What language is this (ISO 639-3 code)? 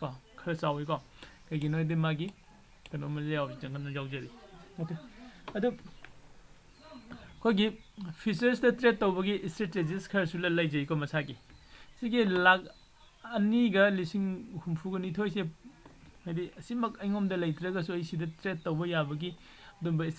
mni